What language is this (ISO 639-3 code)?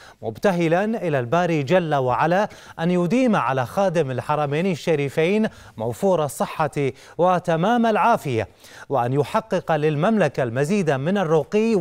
ara